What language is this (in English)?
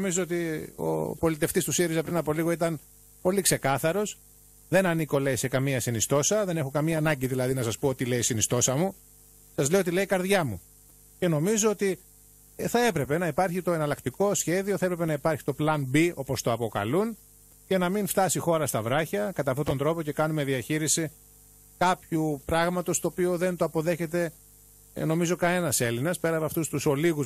Greek